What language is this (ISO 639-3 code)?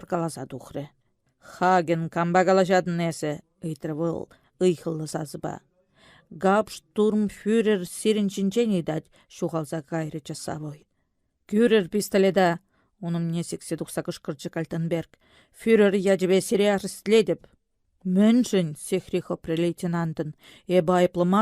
chv